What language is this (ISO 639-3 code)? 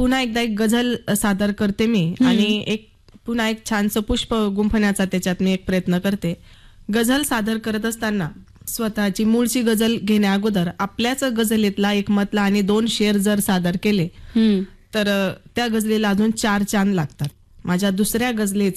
mar